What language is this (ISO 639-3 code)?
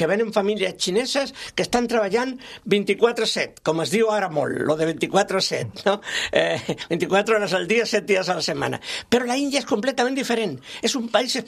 cat